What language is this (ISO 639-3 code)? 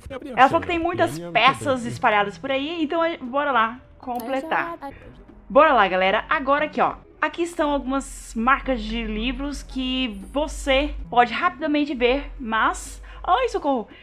por